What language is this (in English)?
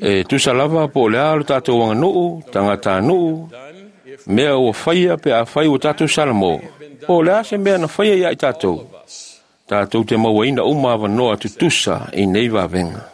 Samoan